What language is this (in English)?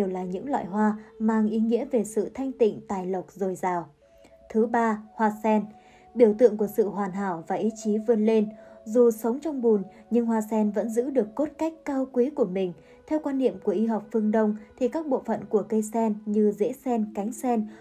Vietnamese